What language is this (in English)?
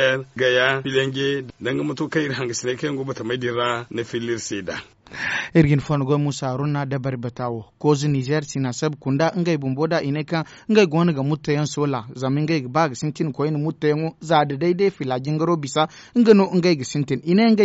Zarma